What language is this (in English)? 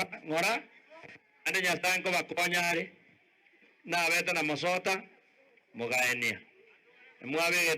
Gusii